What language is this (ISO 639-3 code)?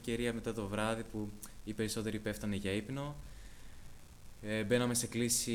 ell